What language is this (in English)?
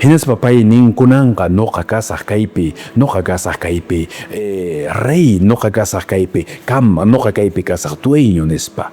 Quechua